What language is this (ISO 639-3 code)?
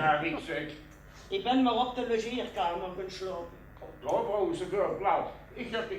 lim